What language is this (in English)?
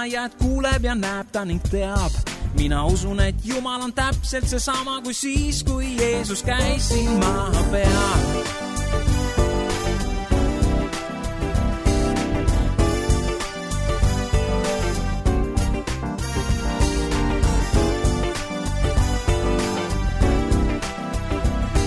Estonian